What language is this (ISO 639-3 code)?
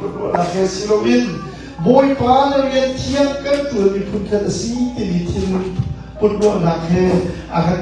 cnh